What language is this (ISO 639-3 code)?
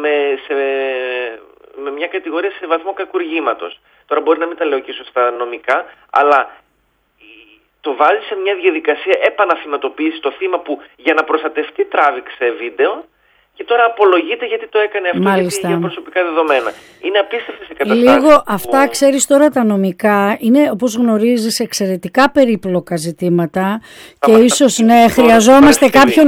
ell